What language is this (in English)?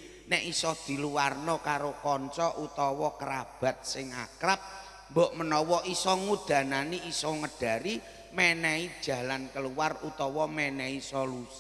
Javanese